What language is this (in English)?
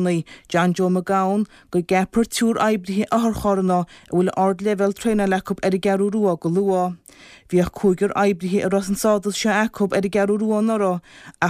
Irish